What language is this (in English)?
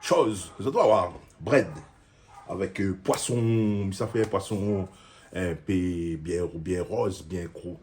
Réunion Creole French